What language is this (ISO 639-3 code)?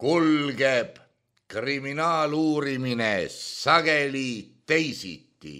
est